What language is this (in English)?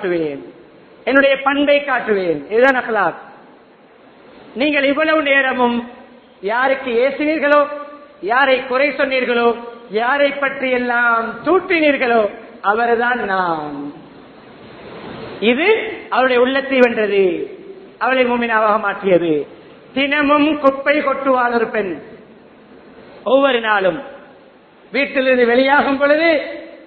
Tamil